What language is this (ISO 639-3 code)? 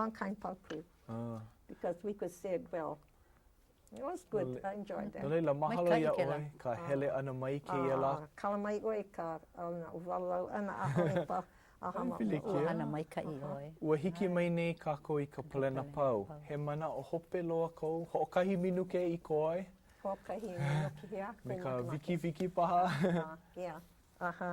haw